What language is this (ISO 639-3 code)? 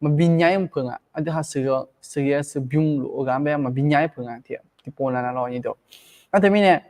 ahk